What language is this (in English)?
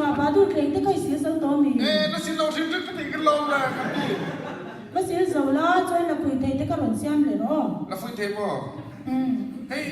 Mizo